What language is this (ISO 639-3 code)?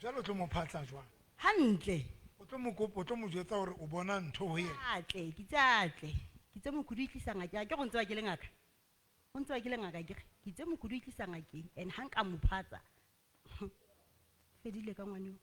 sot